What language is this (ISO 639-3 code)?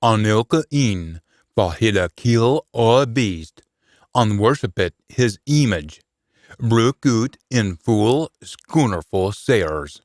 sco